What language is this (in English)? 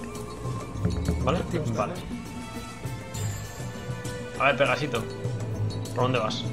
Spanish